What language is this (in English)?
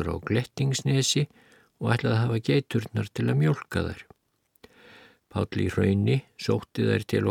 Icelandic